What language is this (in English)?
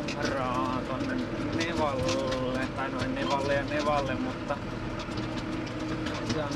Finnish